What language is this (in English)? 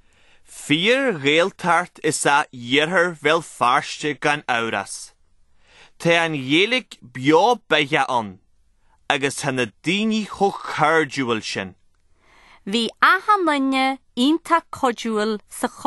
Irish